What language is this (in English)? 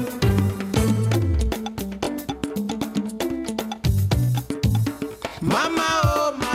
French